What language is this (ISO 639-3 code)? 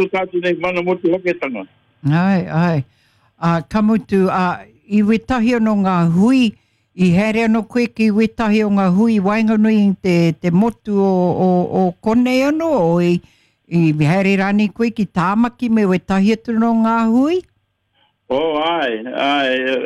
mri